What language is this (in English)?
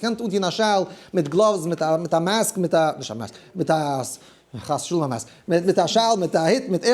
Yiddish